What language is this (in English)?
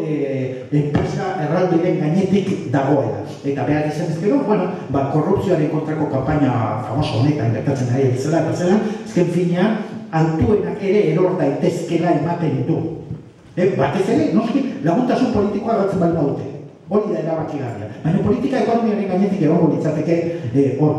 Basque